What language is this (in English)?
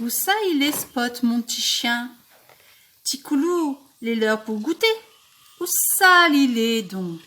Réunion Creole French